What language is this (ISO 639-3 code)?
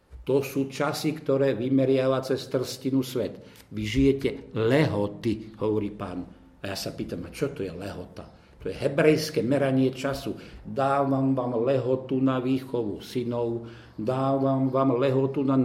slk